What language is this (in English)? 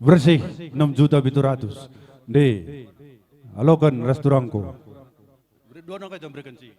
Batak Karo